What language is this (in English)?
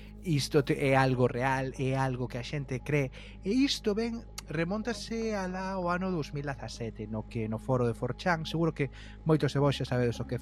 Galician